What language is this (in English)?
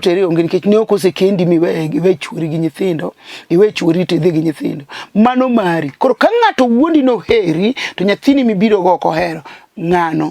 Luo (Kenya and Tanzania)